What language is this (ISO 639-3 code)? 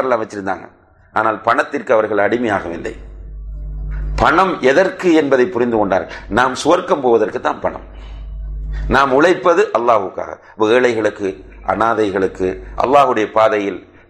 tam